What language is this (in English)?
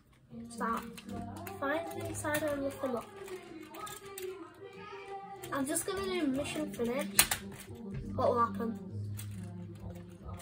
English